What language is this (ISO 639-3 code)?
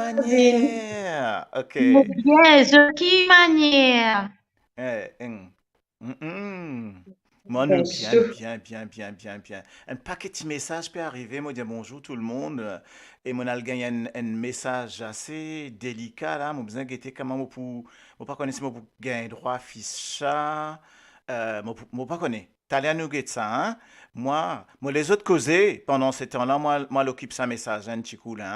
mfe